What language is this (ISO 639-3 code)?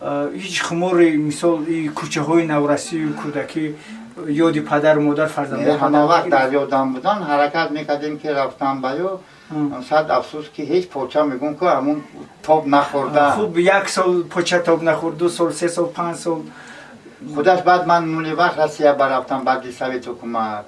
tgk